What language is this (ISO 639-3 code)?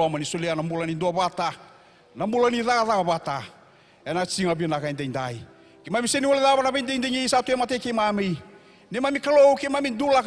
fij